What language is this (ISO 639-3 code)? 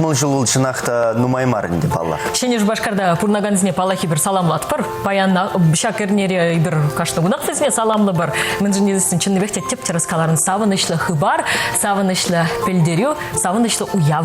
chv